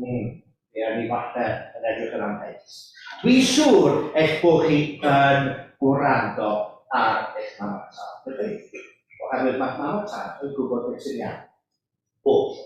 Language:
Welsh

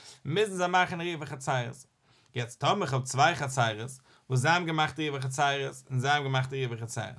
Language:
Yiddish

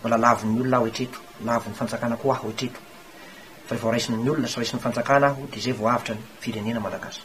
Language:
Malagasy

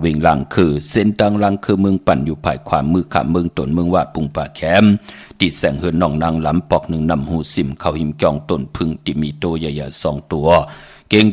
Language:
Shan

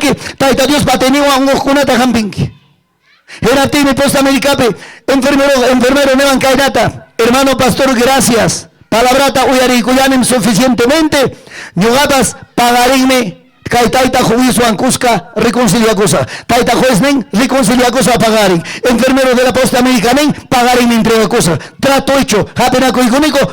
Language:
Ayacucho Quechua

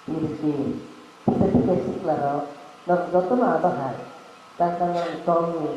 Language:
Kok Borok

